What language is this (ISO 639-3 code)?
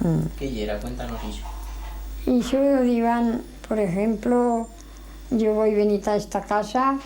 arg